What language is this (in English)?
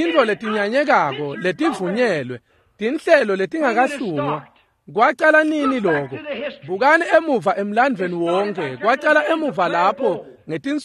Swati